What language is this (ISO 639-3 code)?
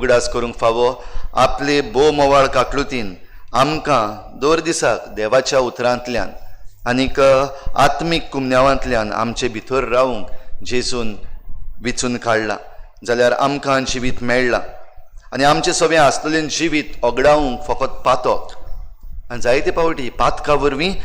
kok